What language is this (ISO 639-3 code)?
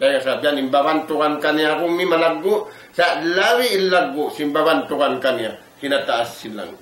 tsg